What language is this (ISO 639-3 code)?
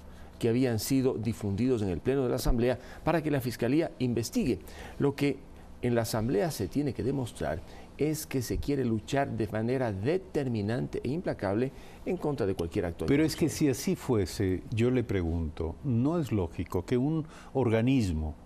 spa